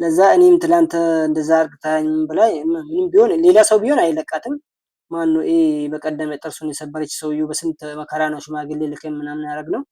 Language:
Amharic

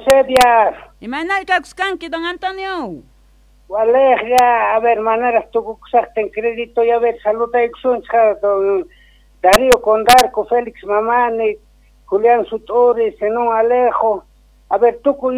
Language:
South Bolivian Quechua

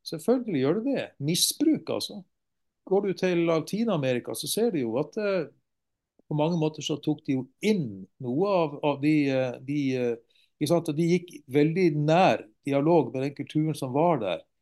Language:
Norwegian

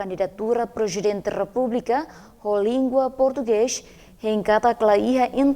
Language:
Tetum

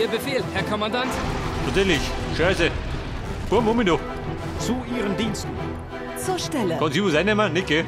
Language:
Bavarian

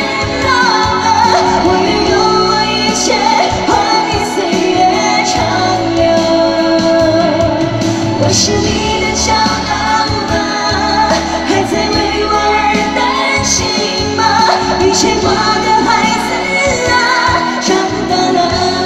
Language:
Chinese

